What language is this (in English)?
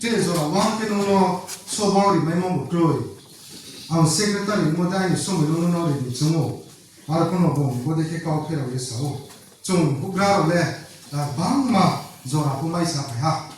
Riang (India)